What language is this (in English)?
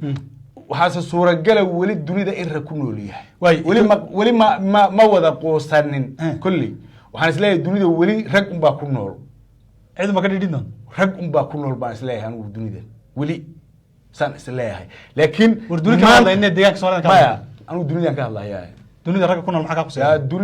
Somali